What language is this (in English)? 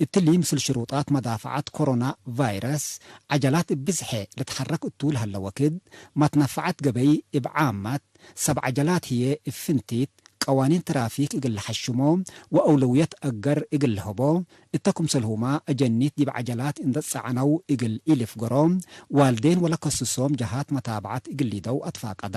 Tigre